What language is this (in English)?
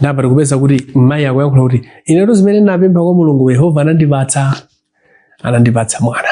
Nyanja